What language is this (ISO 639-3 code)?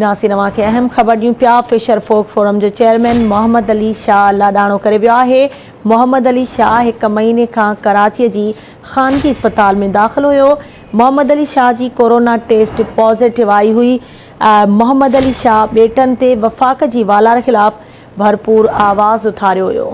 snd